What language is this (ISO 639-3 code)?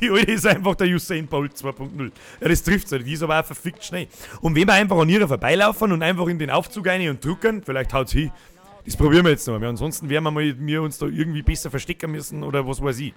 bar